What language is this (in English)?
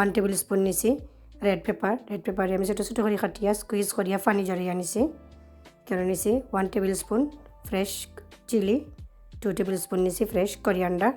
Sylheti